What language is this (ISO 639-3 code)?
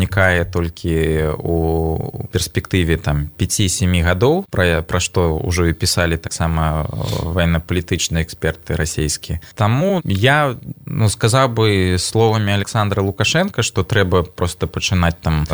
bel